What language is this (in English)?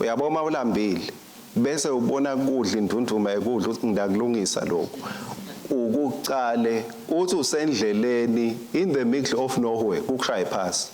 Swati